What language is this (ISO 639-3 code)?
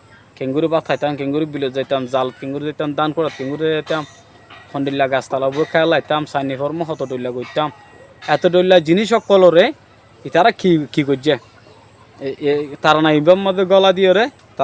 rhg